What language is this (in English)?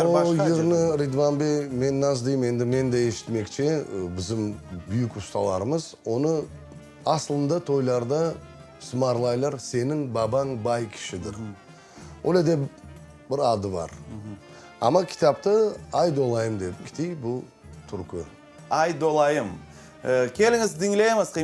Crimean Tatar